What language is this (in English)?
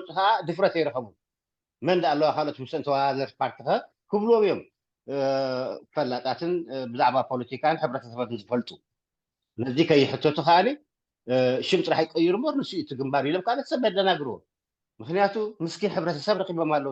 Tigrinya